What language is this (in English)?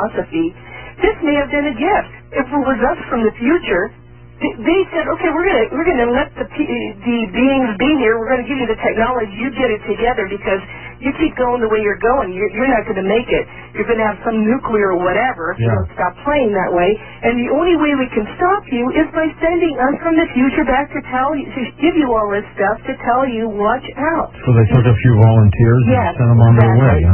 English